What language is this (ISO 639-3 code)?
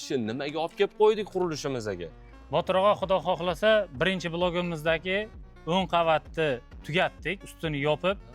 uzb